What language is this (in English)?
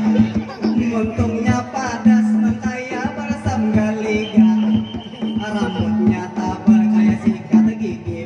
Banjar